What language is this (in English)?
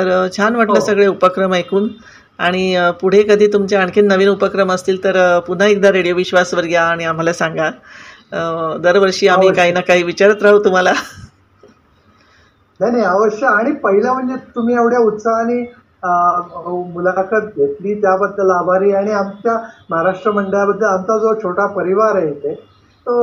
Marathi